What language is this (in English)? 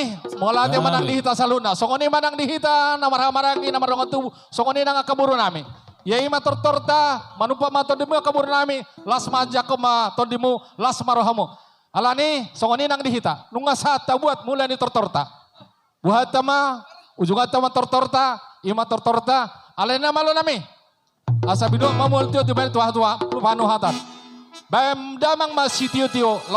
Batak Toba